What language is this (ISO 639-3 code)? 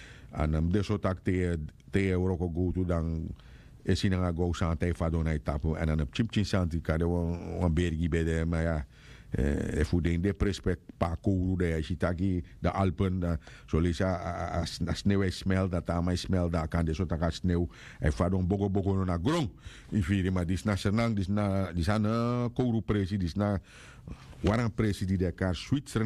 srn